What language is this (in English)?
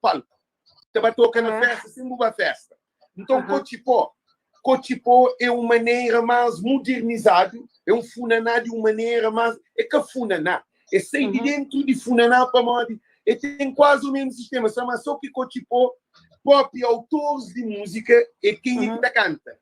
Kabuverdianu